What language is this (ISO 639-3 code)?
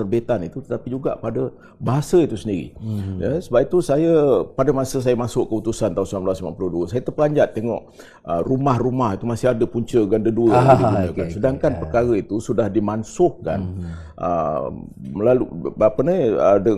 msa